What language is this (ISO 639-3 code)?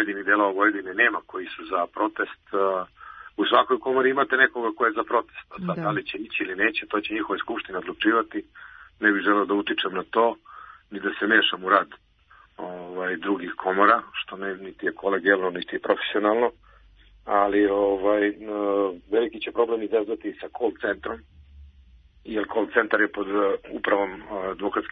srp